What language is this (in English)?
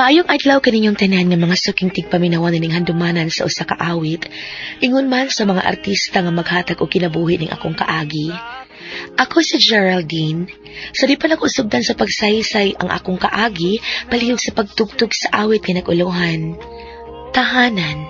Cebuano